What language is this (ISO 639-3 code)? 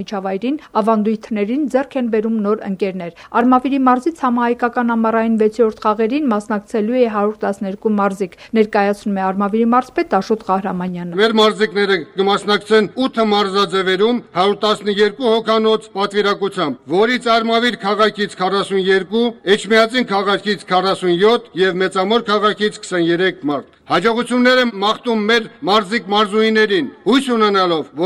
hye